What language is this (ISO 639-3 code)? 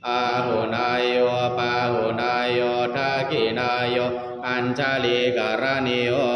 pli